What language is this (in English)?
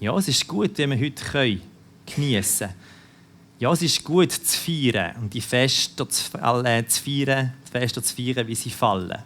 Swiss German